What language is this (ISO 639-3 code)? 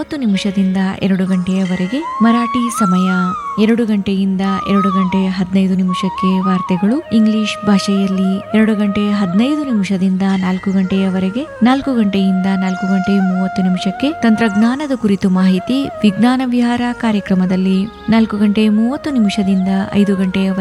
kan